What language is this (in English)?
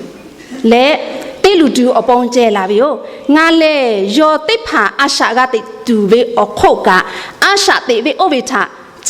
Lahu